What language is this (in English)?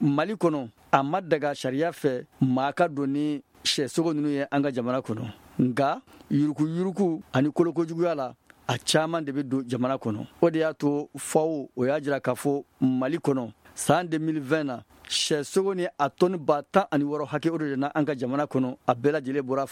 Bambara